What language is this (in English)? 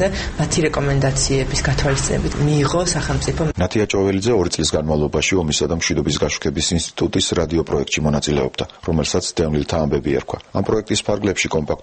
Georgian